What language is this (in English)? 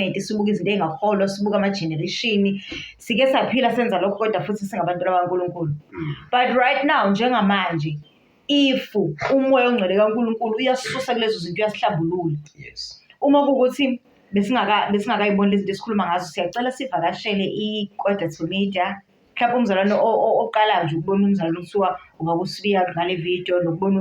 Zulu